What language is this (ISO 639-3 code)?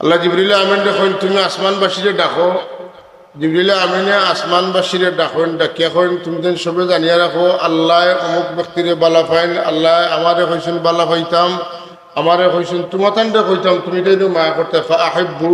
syl